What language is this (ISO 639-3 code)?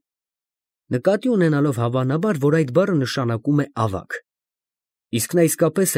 hye